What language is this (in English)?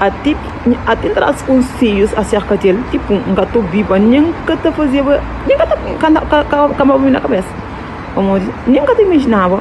Kabuverdianu